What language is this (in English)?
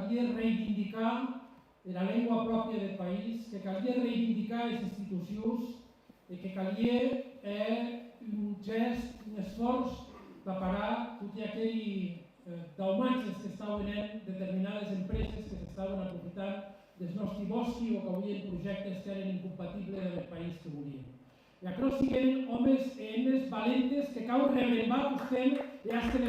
Occitan